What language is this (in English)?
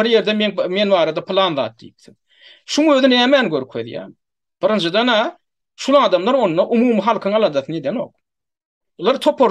Turkmen